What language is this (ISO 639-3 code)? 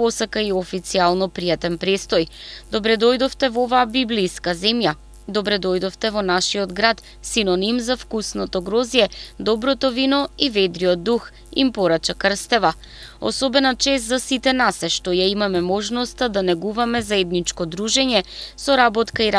mkd